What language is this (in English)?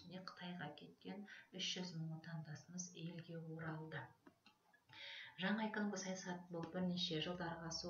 Kazakh